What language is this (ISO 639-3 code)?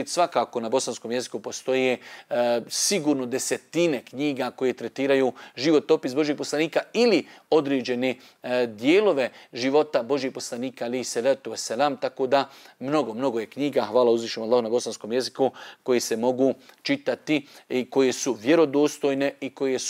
bos